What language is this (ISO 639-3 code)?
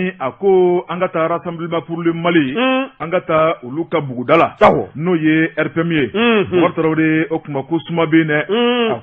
bam